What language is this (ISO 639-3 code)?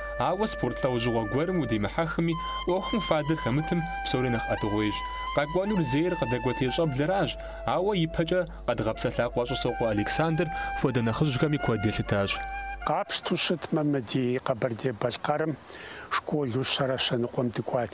kbd